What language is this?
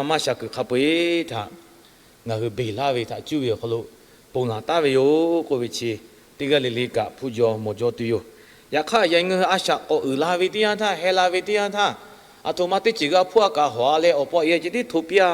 Lahu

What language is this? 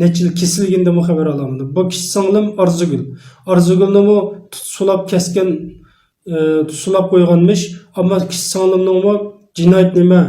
Uyghur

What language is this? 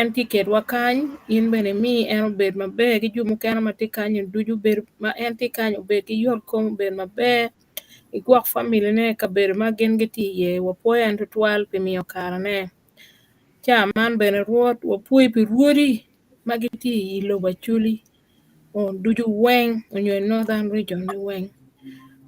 Acoli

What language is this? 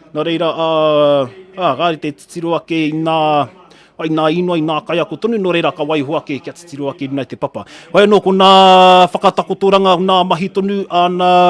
Māori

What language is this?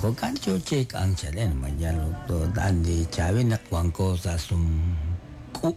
Kekchí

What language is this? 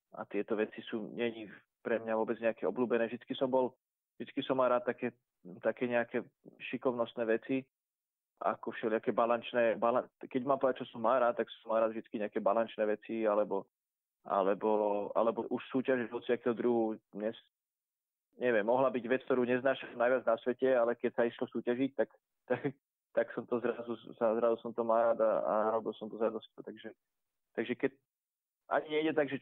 Slovak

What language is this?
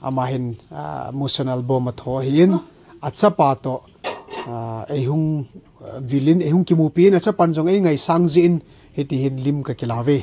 Thado Chin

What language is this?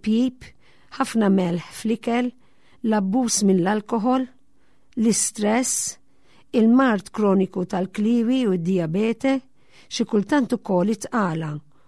Maltese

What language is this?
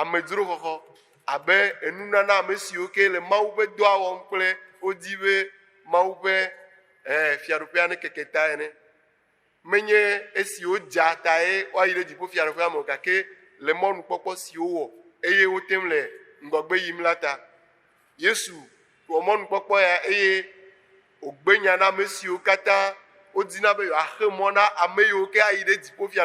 Ewe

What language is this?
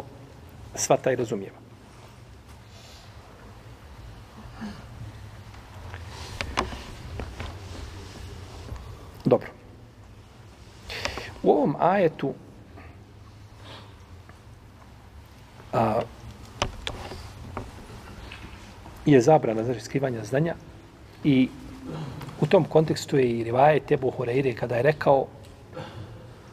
Bosnian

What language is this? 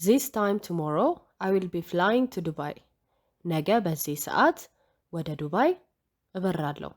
Amharic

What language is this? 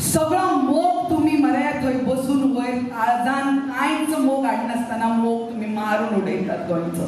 Konkani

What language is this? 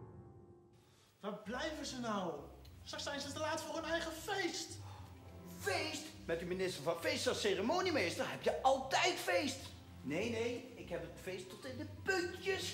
Dutch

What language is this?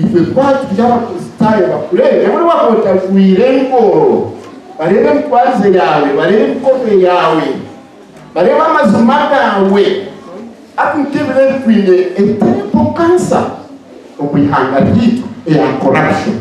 Nyankole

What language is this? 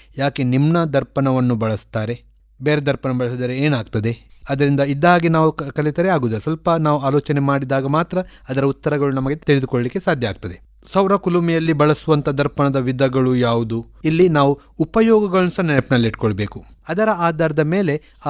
Kannada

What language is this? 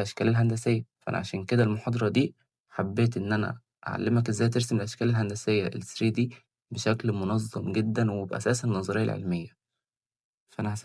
Egyptian Arabic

